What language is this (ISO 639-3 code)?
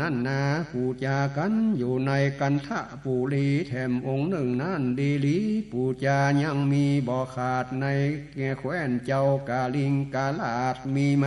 nod